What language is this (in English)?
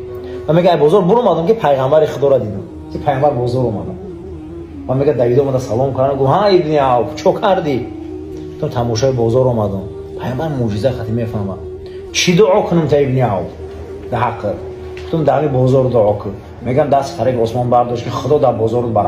Tajik